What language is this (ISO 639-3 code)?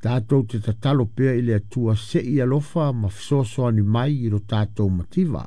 smo